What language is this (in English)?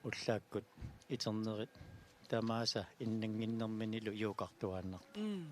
Kalaallisut